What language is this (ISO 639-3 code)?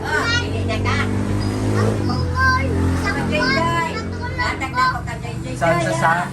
ceb